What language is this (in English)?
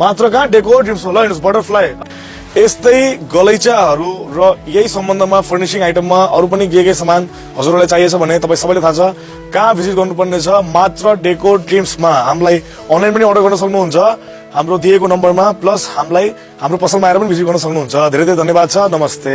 Nepali